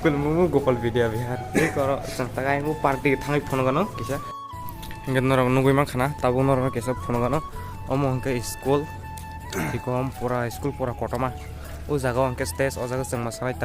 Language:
Kok Borok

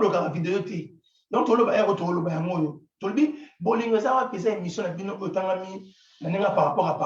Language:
Lingala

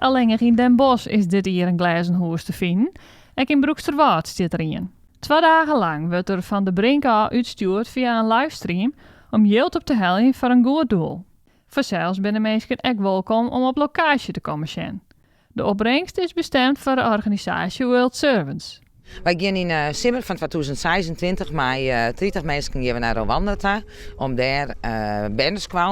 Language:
Western Frisian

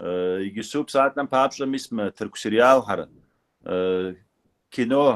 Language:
Kabardian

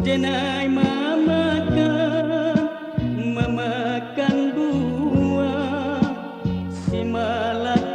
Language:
Minangkabau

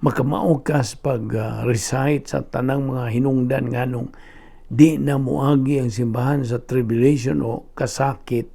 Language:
Cebuano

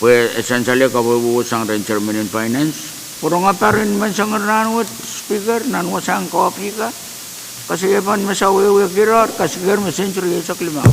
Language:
Pohnpeian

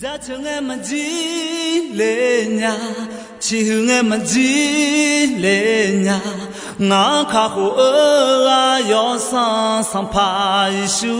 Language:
Akha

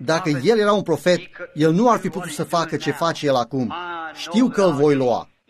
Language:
Romanian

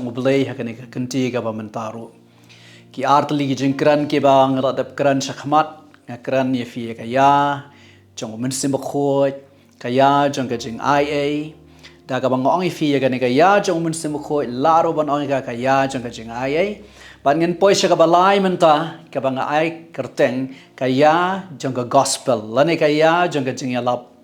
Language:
Khasi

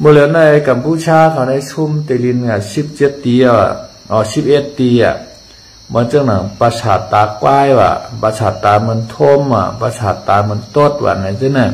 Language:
Shan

